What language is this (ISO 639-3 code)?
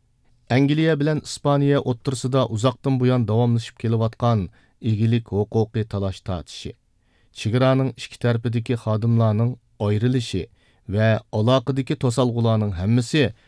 uig